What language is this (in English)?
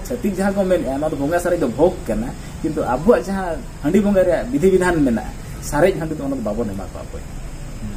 Santali